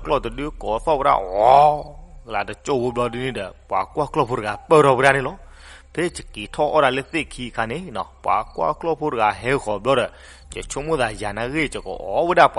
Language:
S'gaw Karen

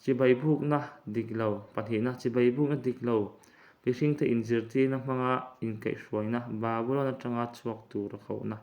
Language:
Mizo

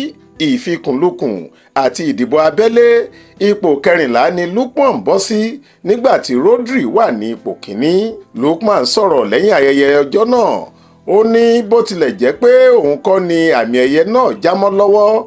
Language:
Yoruba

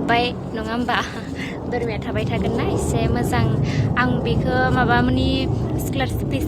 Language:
Bodo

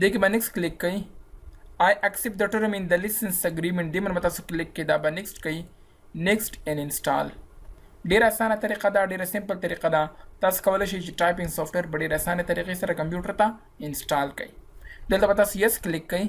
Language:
Pashto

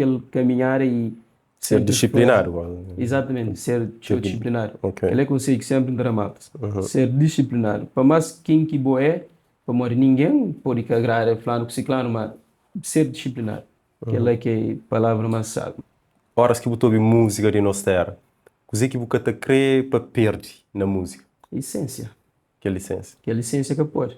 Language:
Kabuverdianu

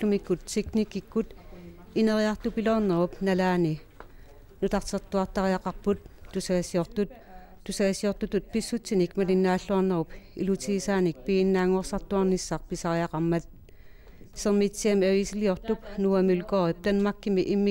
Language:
Kalaallisut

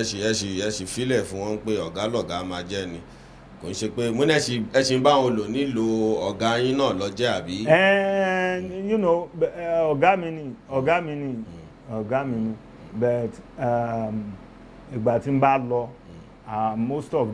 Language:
Yoruba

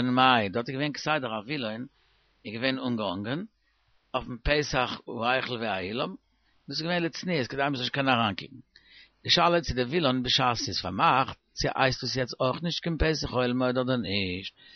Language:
Yiddish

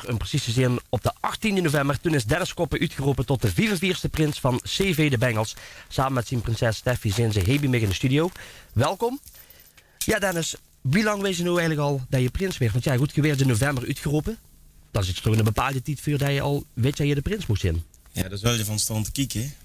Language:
Limburgish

